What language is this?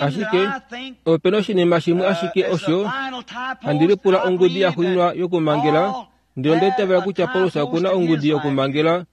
Kuanyama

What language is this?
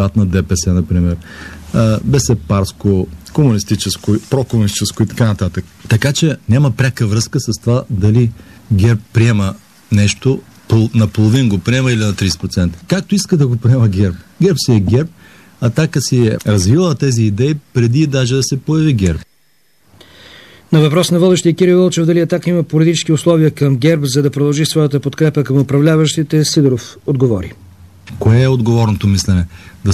Bulgarian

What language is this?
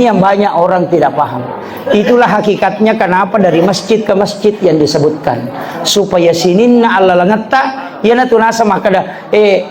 Buginese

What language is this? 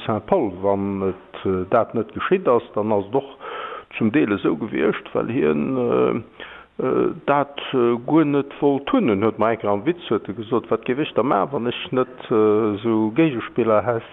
Luxembourgish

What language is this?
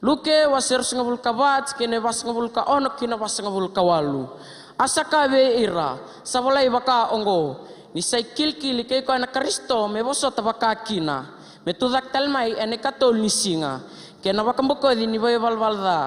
Fijian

